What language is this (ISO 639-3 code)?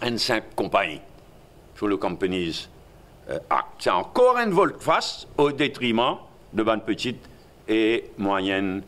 mfe